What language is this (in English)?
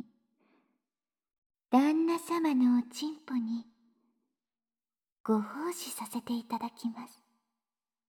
Japanese